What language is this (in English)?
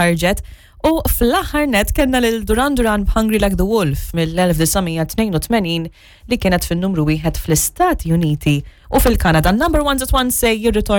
Maltese